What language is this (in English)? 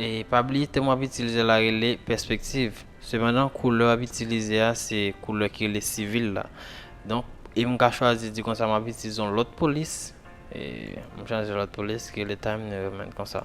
Haitian Creole